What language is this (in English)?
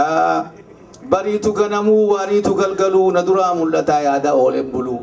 Oromo